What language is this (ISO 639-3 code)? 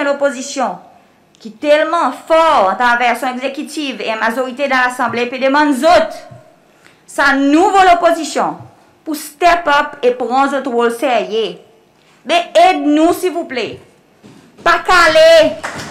crs